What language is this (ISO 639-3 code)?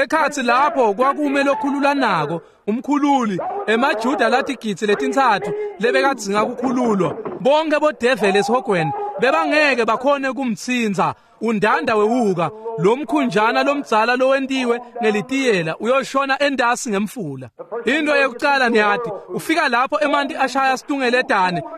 ssw